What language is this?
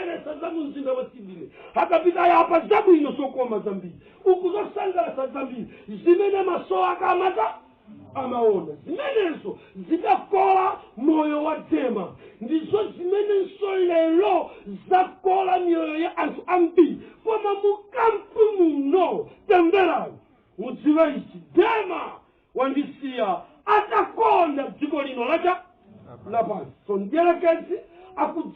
Nyanja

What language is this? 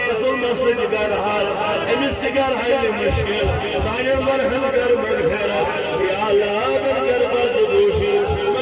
Kashmiri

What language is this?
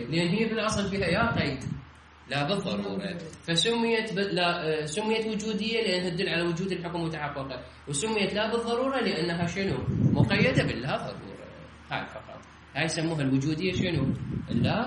Mesopotamian Arabic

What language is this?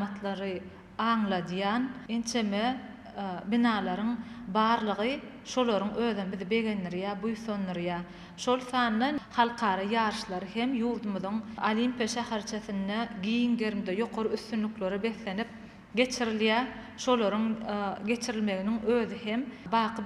Turkmen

